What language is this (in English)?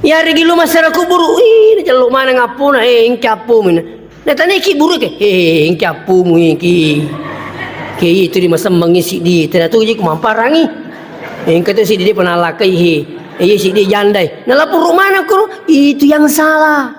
Buginese